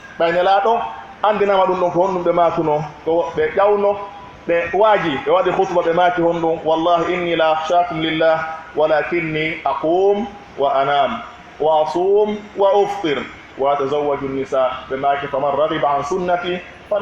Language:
Pular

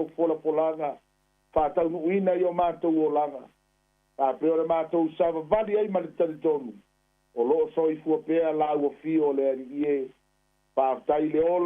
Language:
Samoan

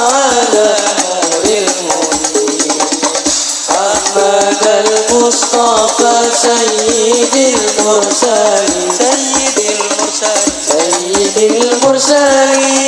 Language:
Madurese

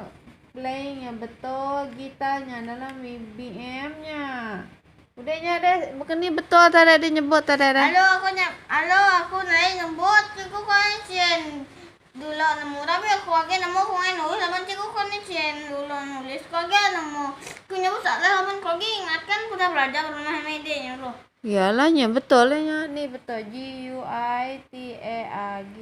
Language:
Iban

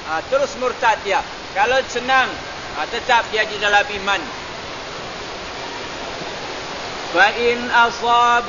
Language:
Malay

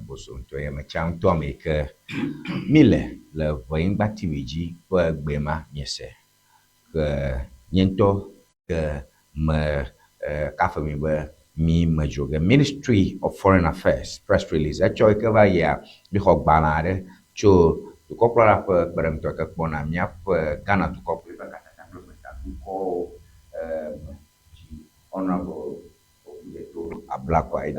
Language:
Ewe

